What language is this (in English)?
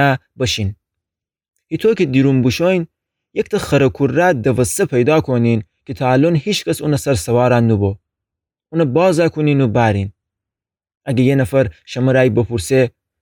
Gilaki